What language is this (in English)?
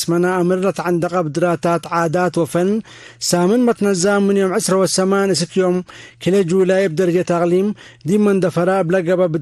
Tigre